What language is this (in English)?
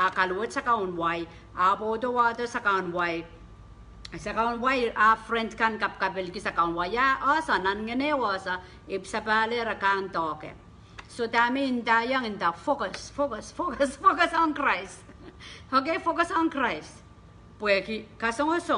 Pohnpeian